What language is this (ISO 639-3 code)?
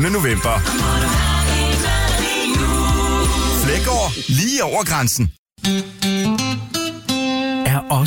dan